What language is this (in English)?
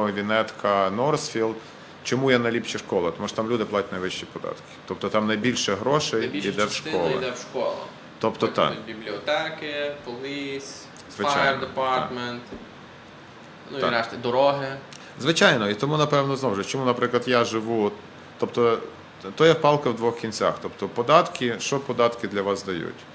Ukrainian